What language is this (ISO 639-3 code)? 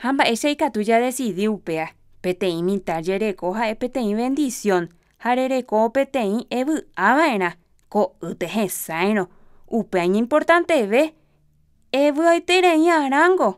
grn